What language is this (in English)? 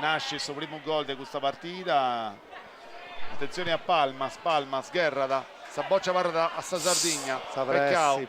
Sardinian